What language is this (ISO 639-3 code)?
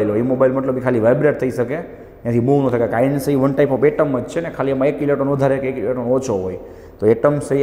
guj